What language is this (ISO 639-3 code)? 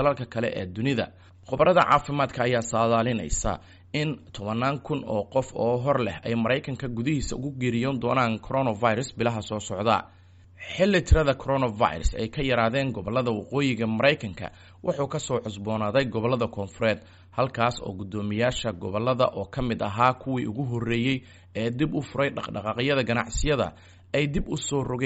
som